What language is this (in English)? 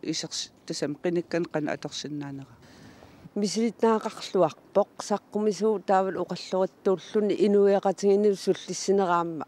Kalaallisut